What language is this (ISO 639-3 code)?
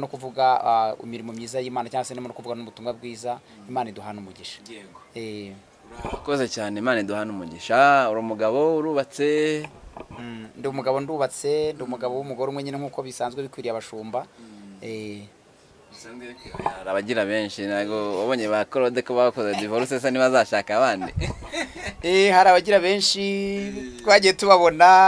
kin